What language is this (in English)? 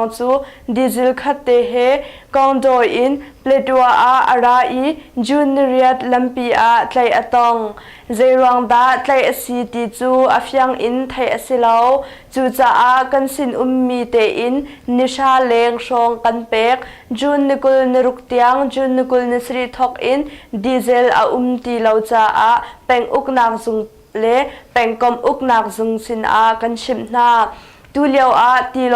Hakha Chin